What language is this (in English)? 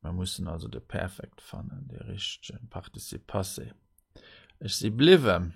Luxembourgish